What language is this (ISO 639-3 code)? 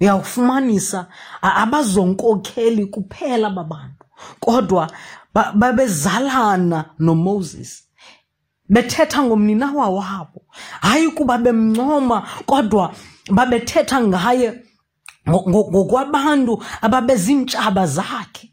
xho